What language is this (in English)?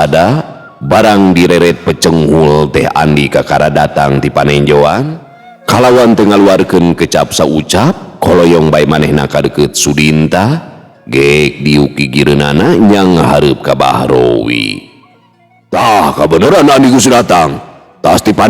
Sundanese